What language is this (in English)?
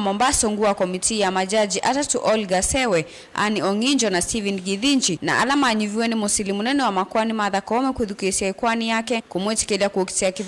Kamba